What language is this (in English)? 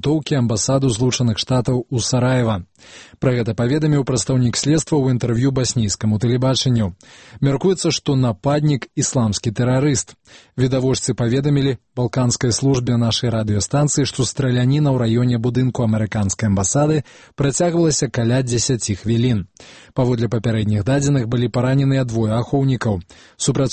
Belarusian